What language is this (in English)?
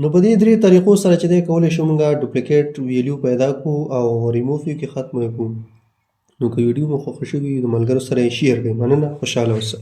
Pashto